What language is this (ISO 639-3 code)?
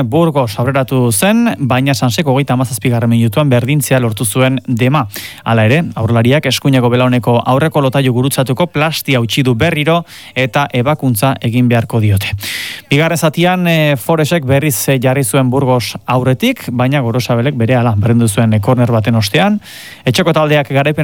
eus